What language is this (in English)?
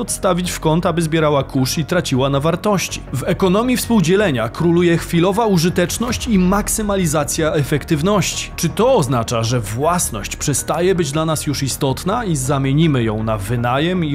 Polish